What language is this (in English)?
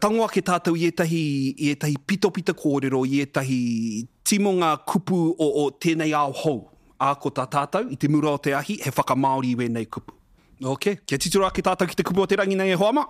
Māori